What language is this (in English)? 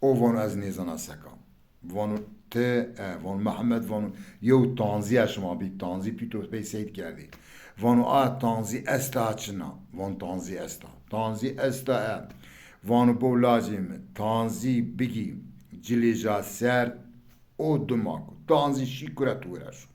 Zaza